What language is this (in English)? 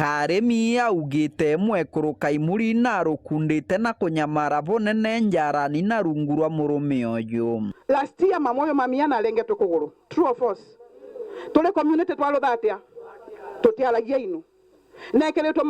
Meru